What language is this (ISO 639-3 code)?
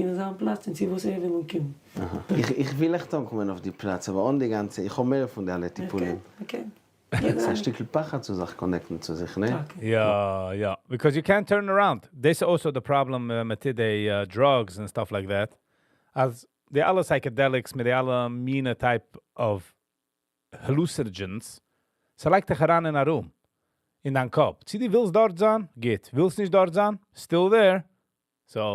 yid